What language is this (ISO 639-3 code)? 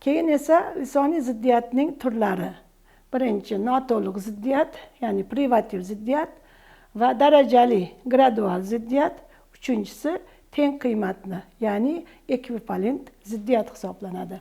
uzb